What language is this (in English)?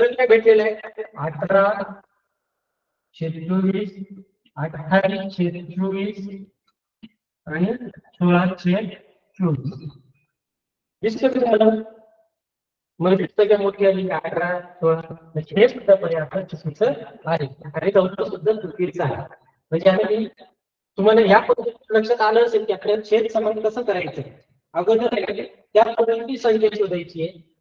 Marathi